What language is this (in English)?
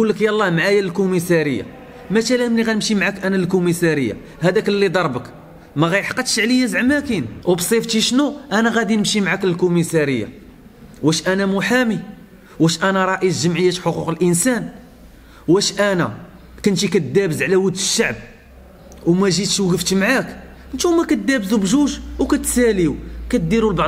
Moroccan Arabic